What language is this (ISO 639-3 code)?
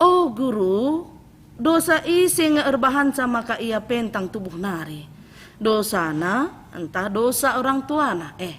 btx